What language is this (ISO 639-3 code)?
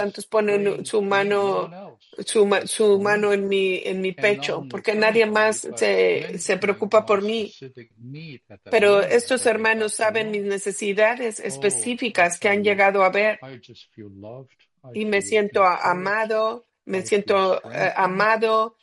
spa